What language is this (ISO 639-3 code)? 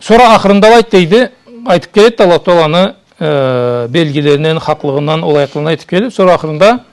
krc